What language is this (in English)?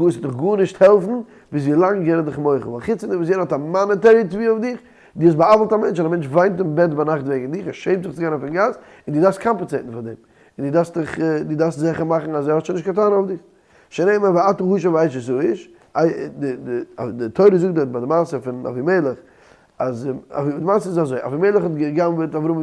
Yiddish